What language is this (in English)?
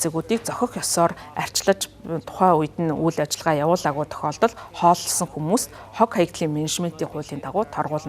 Mongolian